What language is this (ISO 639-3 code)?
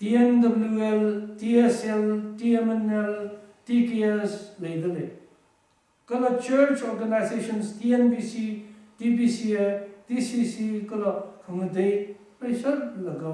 nmf